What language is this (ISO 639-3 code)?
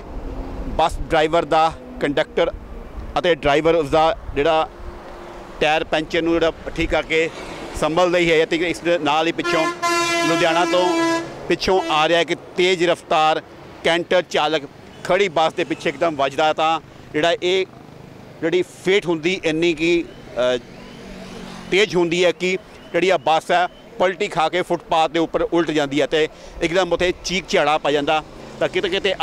pan